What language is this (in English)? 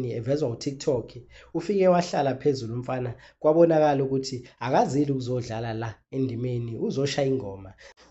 Zulu